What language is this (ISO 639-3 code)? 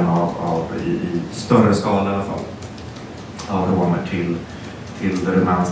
swe